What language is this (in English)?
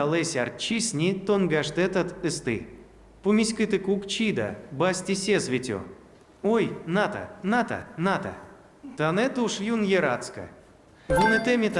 Udmurt